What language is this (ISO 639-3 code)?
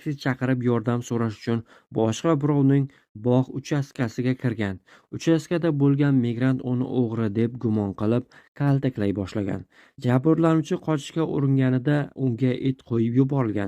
uzb